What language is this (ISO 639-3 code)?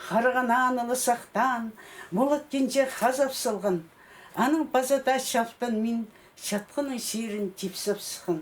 kjh